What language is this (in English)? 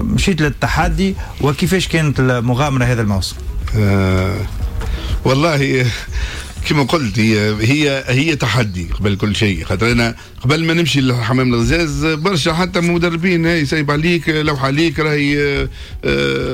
Tunisian Arabic